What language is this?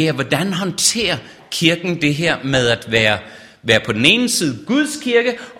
Danish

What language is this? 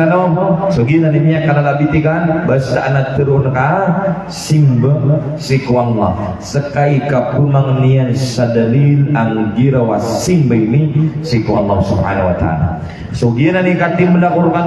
Maranao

